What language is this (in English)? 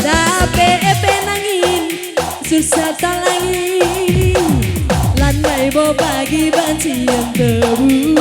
Batak Karo